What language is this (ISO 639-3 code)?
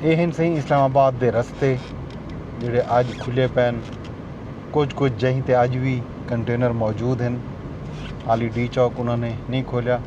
skr